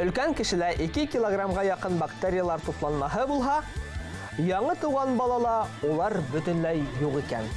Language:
Bashkir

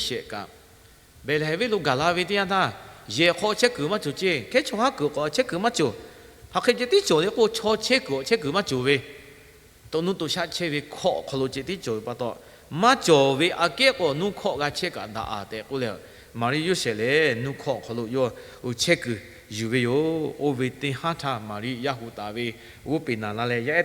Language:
Lahu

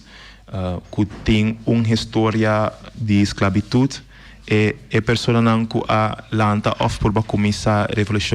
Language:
Papiamento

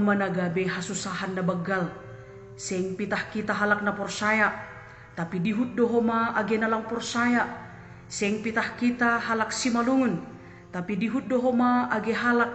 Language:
Batak Simalungun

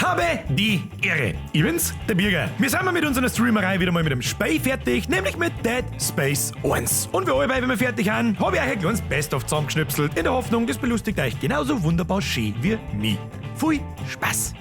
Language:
Bavarian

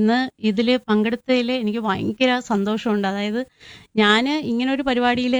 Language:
Malayalam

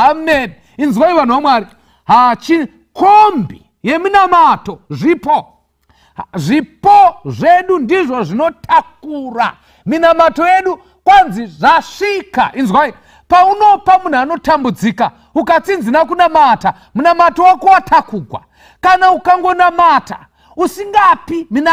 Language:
Shona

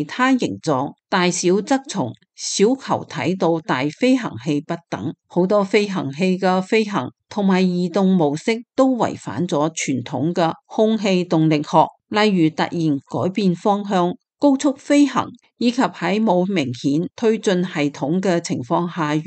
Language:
Cantonese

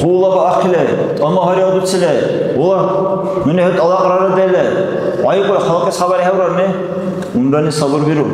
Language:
Dargwa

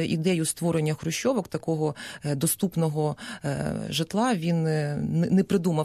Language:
Ukrainian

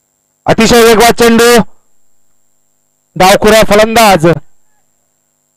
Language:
Marathi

